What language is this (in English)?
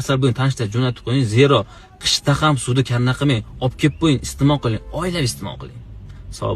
Uzbek